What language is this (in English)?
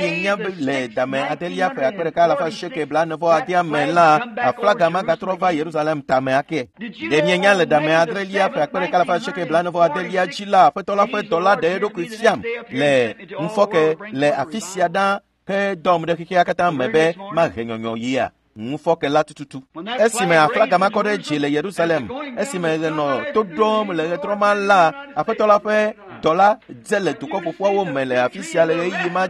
Ewe